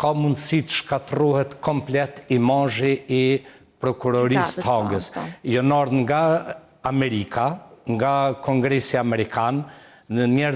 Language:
Albanian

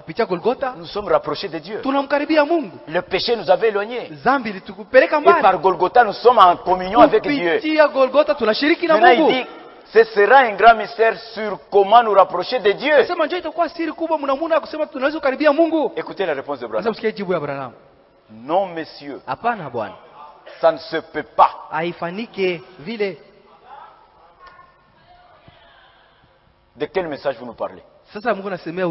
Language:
Swahili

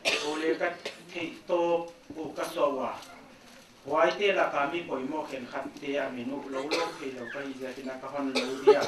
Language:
Paite Chin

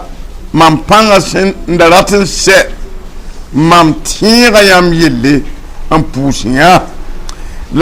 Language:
Mossi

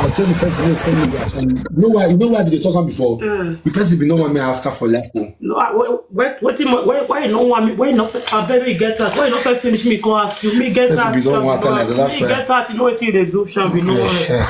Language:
Nigerian Pidgin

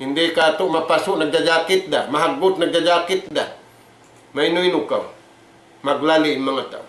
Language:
Tausug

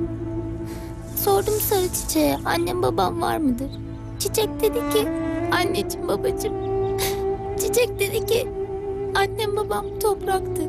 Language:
Turkish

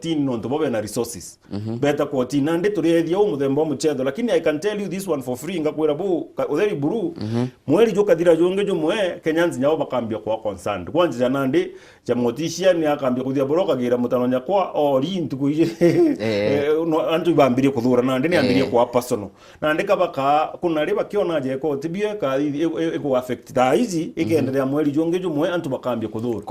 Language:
Meru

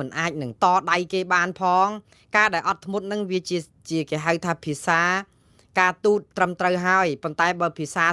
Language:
Khmer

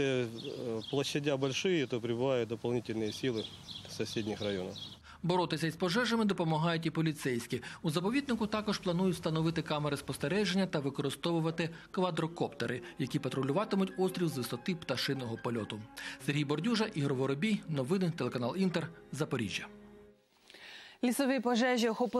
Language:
Ukrainian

